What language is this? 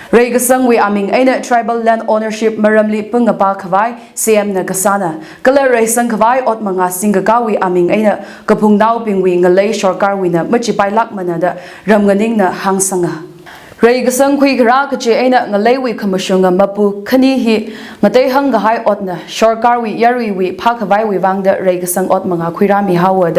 Tangkhul Naga (India)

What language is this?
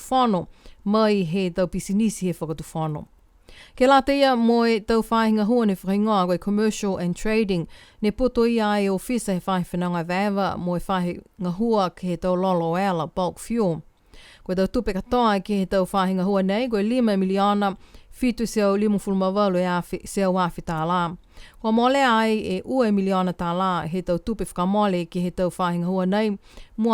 Niuean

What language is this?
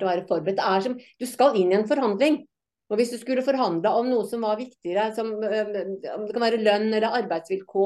Norwegian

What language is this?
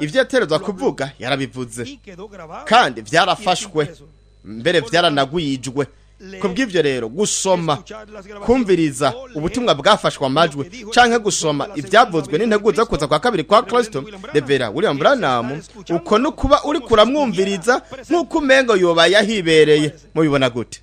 Rundi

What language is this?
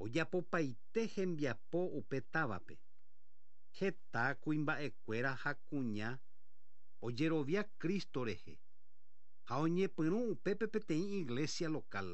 Guarani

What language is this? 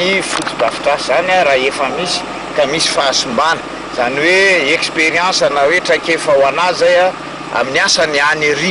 Malagasy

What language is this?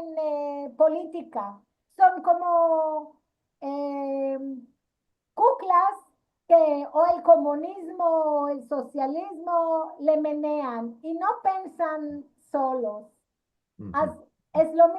Ladino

